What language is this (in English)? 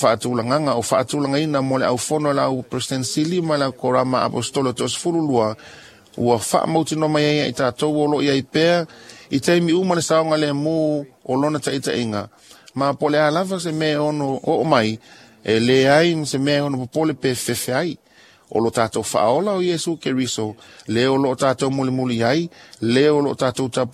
Samoan